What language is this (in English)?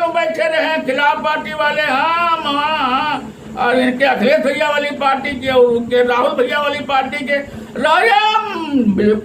Awadhi